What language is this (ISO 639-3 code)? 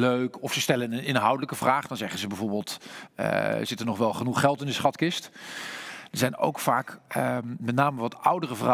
nld